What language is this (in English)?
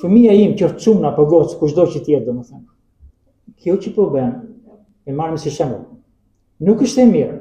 Albanian